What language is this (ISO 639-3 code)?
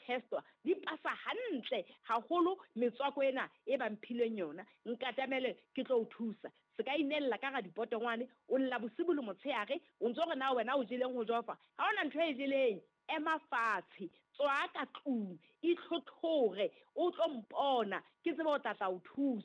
sot